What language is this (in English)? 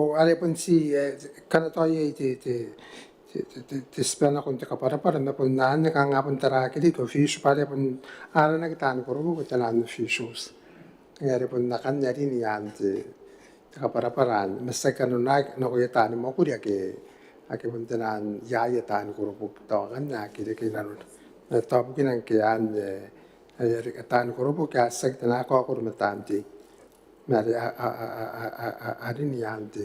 Gilbertese